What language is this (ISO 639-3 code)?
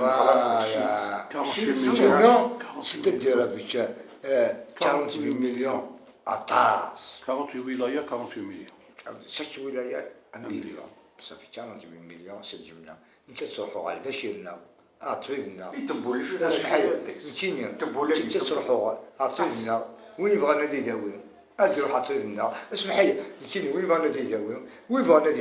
kab